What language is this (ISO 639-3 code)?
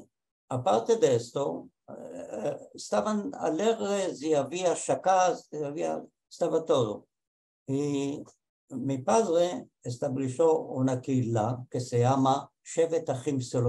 lad